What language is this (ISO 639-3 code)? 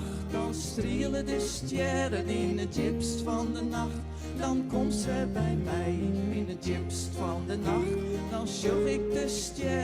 fry